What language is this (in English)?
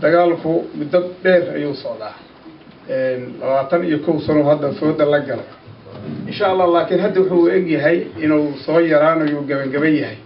Somali